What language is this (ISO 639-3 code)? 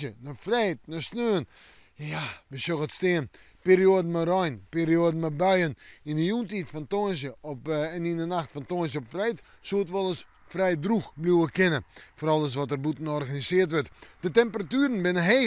fry